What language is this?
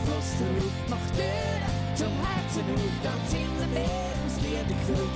Swiss German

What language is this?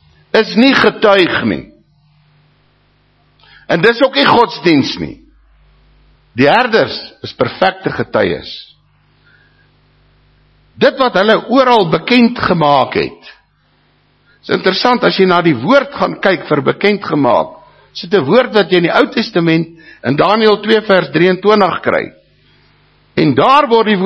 Afrikaans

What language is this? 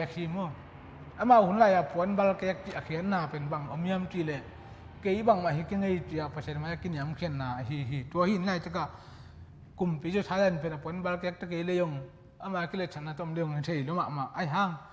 Tedim Chin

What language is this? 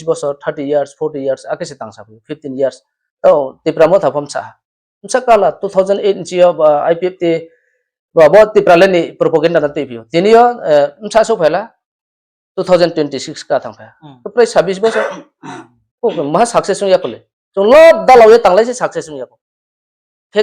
Riang (India)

